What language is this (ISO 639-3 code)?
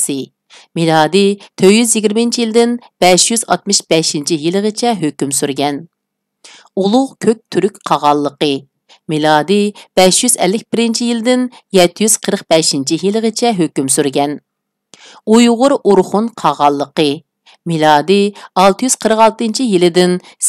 uig